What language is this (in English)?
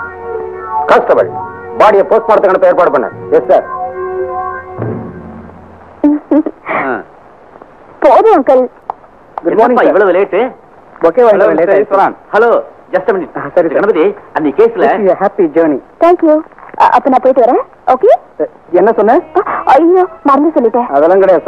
Tamil